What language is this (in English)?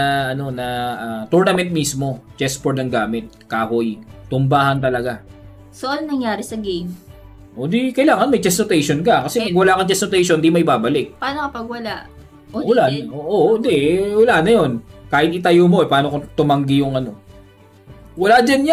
Filipino